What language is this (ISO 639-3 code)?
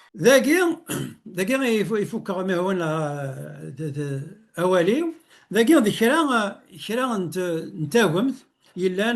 kab